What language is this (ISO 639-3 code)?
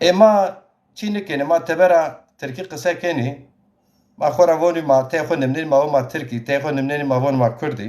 zza